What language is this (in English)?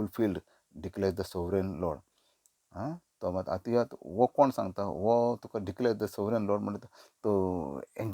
Konkani